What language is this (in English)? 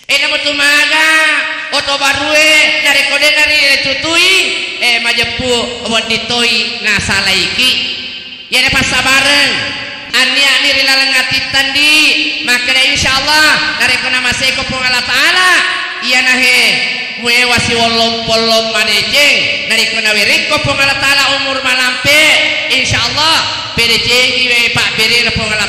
Buginese